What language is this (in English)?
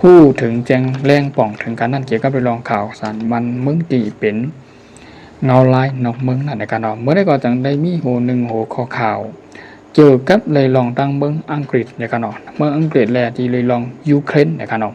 Shan